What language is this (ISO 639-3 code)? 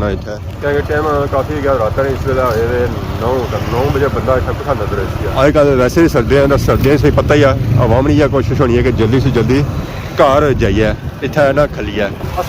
phr